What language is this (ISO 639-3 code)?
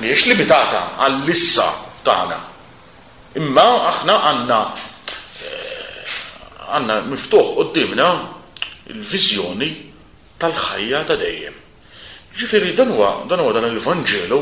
mlt